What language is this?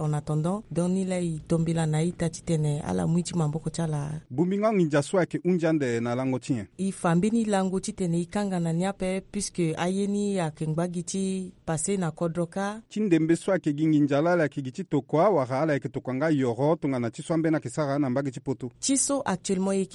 Sango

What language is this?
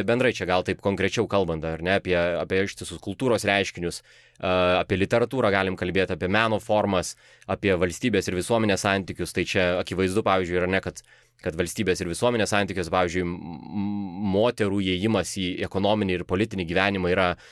Lithuanian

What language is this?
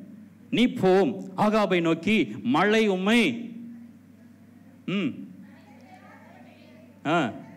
Tamil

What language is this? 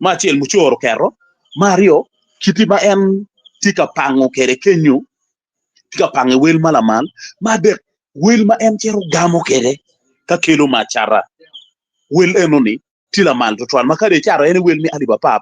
Acoli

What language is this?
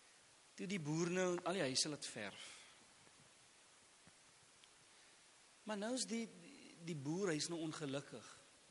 Afrikaans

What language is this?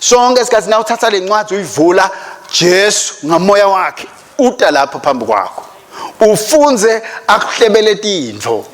Swati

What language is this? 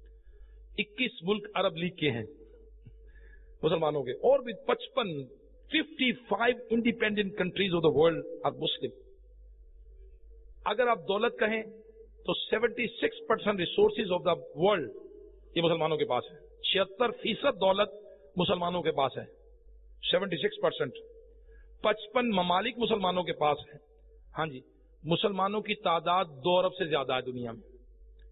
Urdu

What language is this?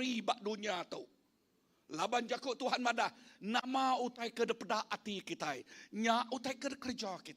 Iban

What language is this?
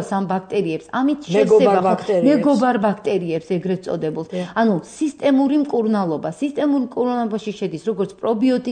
Georgian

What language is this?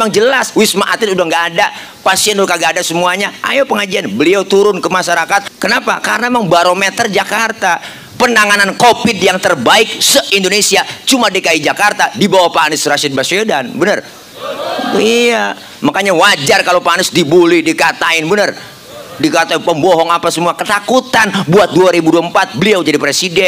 Betawi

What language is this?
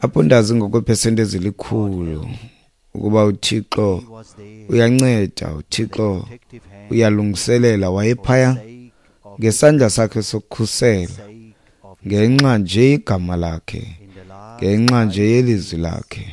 Xhosa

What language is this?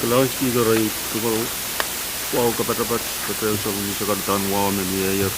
Pohnpeian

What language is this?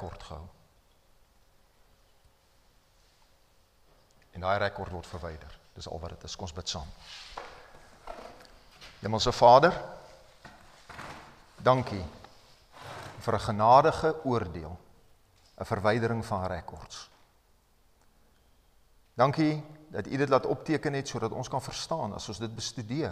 Afrikaans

